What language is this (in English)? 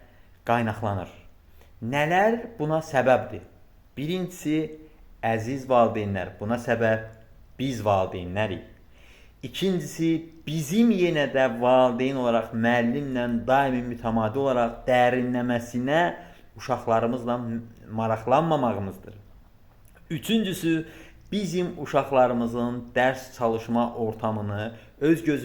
Azerbaijani